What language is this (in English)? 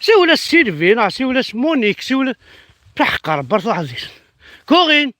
Kabyle